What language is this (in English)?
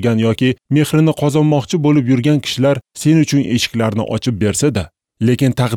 Uzbek